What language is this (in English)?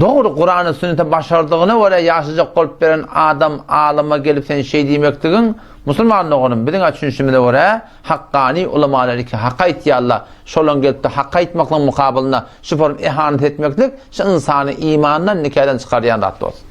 Turkmen